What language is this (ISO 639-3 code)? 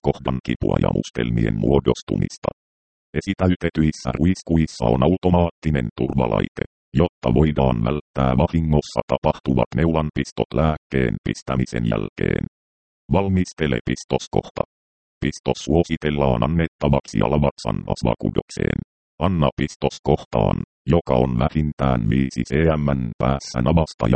fin